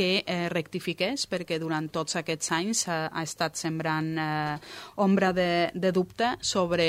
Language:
Catalan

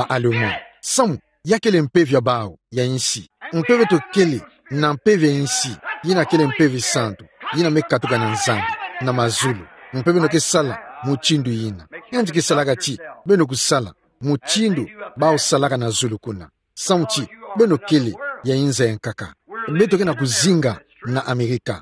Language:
Kituba (Democratic Republic of Congo)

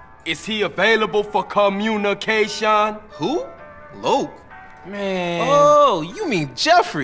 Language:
Swiss German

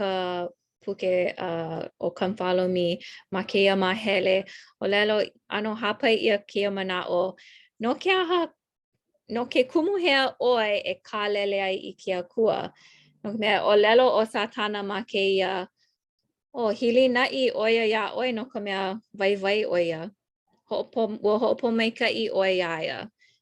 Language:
Hawaiian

